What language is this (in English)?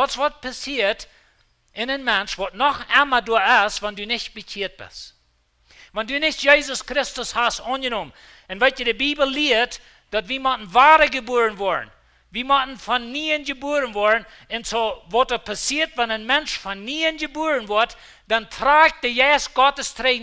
Plautdietsch